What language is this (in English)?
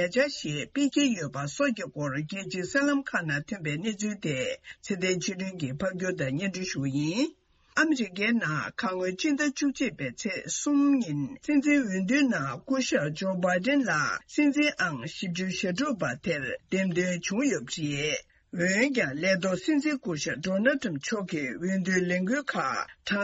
Tibetan